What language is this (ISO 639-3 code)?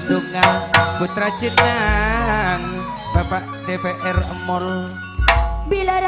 mad